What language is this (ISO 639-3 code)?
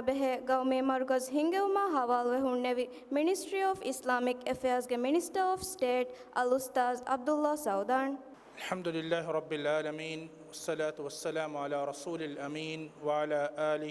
div